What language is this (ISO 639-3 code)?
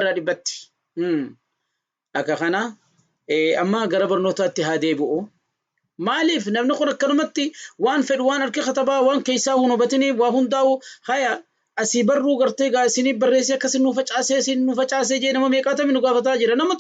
orm